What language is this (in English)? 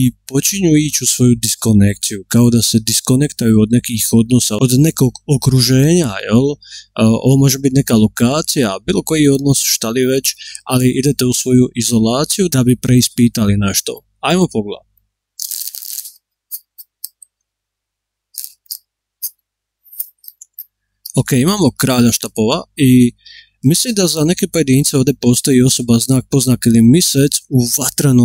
Croatian